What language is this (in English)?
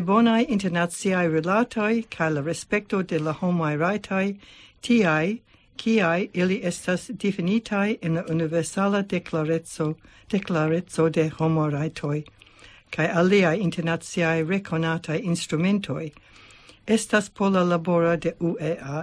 Esperanto